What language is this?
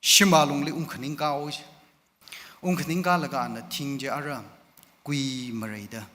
Tangkhul Naga (India)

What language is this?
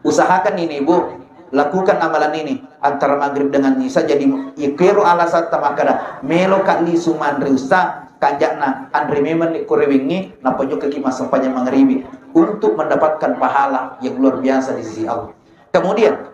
Buginese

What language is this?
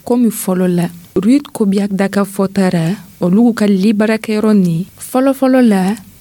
Dyula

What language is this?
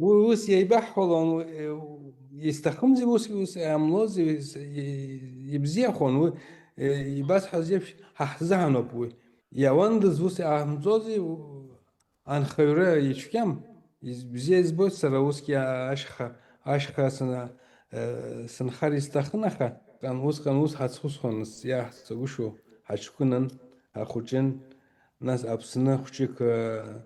Abkhazian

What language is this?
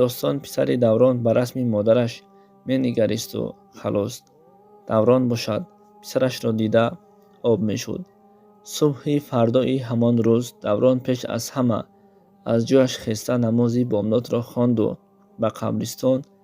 Tajik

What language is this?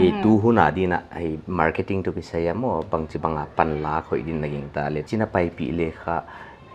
Paite Chin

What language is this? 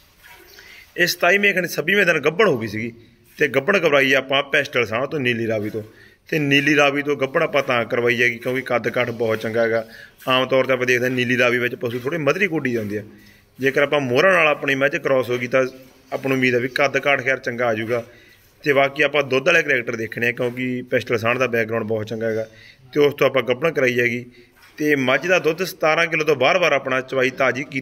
Punjabi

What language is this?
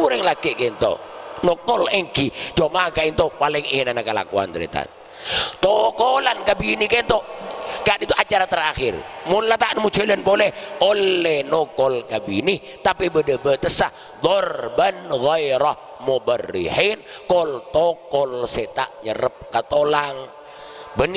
Madurese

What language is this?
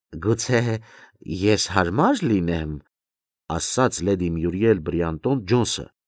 Armenian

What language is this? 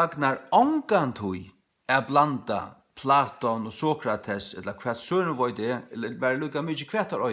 Faroese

